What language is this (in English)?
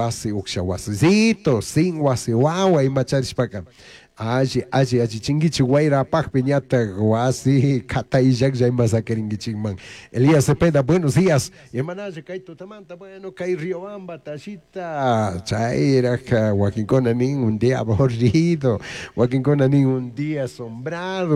Chimborazo Highland Quichua